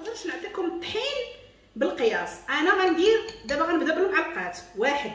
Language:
Moroccan Arabic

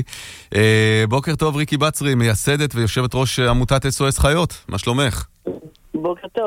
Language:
Hebrew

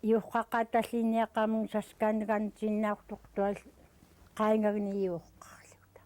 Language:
Central Yupik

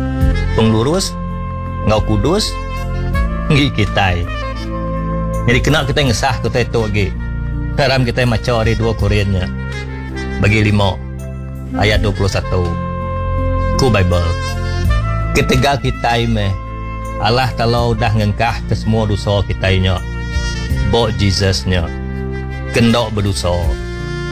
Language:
Iban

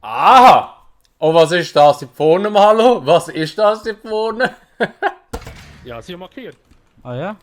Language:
Swiss German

